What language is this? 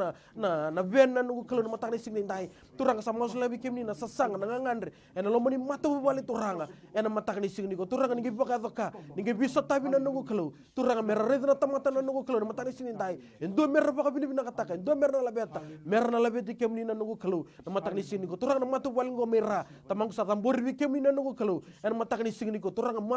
Fijian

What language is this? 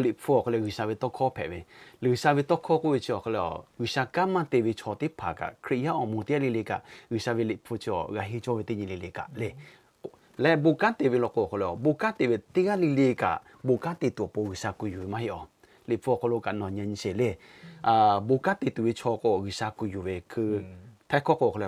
Lahu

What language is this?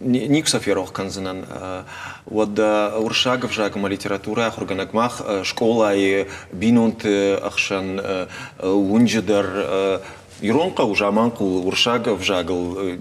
Ossetic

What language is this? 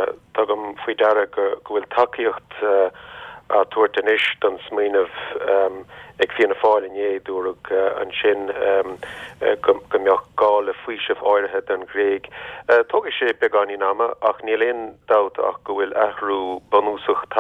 Irish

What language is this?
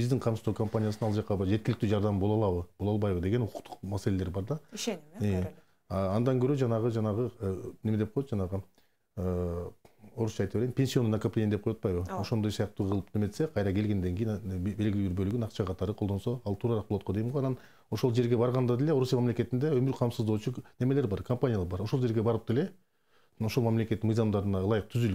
Kyrgyz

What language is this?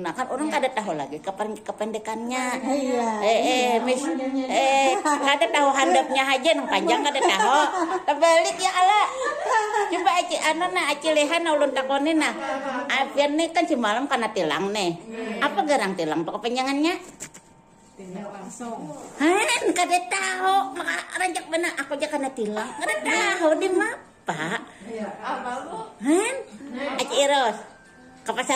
Banjar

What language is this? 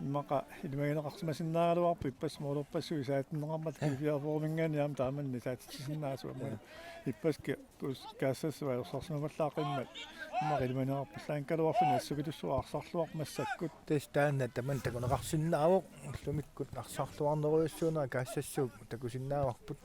Kalaallisut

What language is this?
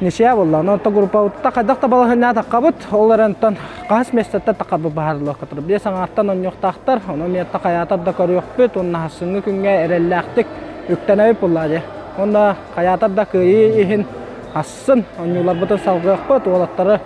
Yakut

